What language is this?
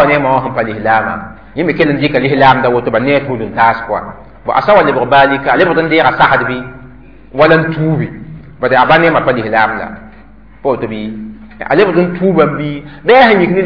Mossi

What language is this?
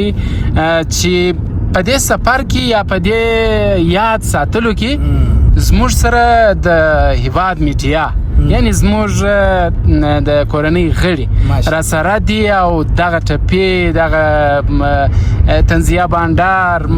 Pashto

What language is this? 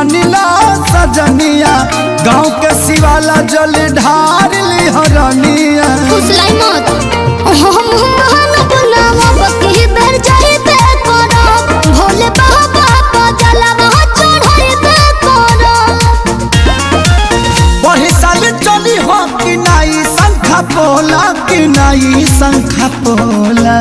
Bhojpuri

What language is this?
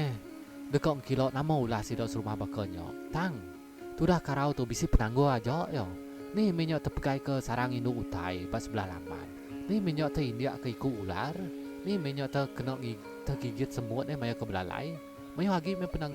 Iban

